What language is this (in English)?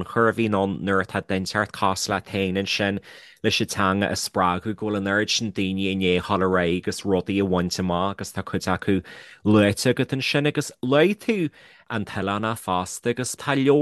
Irish